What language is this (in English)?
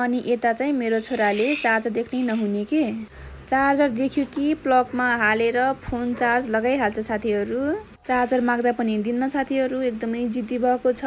Nepali